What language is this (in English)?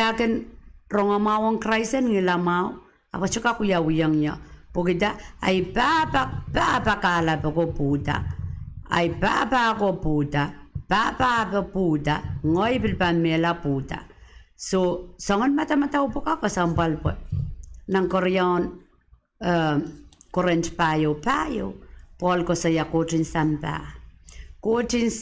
Pohnpeian